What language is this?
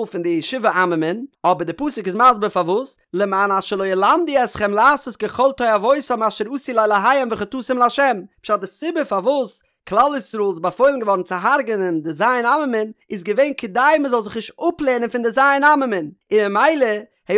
Yiddish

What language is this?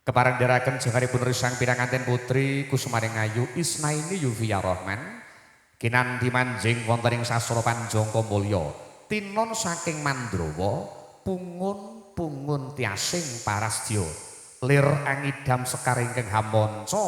Javanese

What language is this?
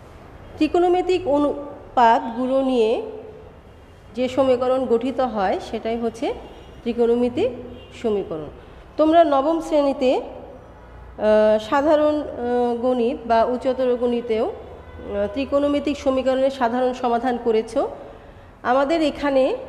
Bangla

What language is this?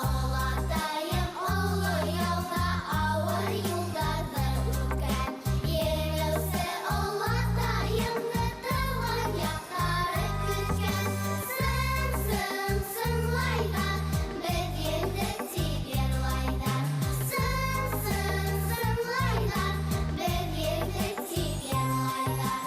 Bashkir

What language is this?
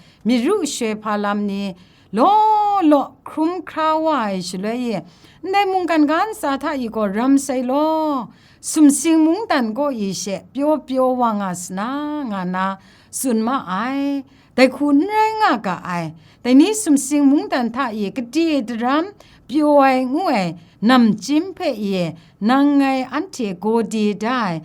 Kachin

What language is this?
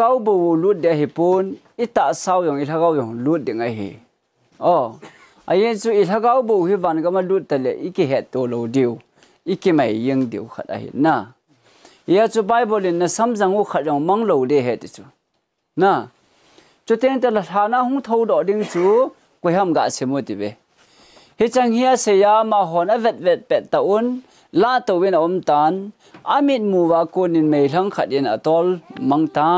Thado Chin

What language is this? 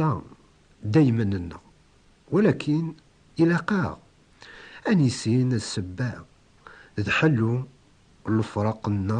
Kabyle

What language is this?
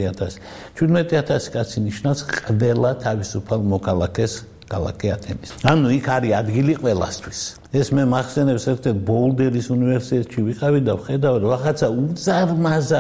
Georgian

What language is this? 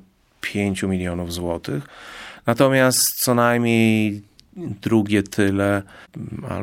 Polish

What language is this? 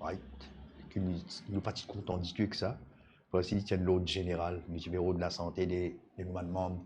Morisyen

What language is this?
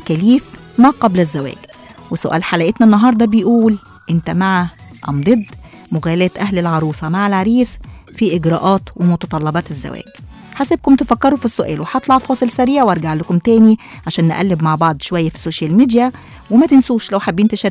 Egyptian Arabic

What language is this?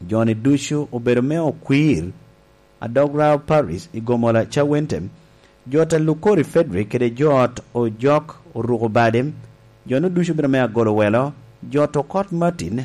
Lango (Uganda)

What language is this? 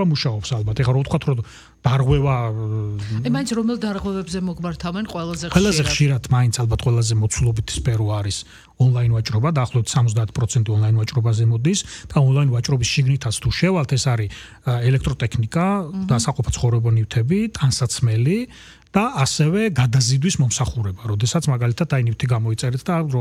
Georgian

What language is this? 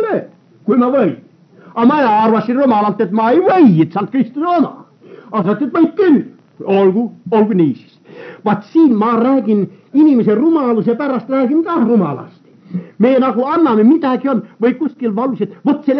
Estonian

